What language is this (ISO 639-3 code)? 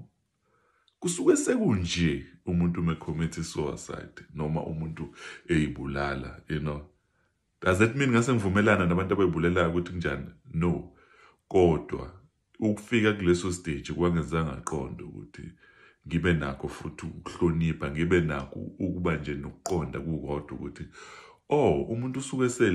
zul